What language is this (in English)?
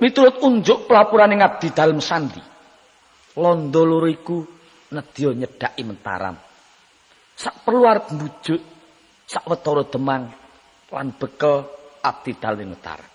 Javanese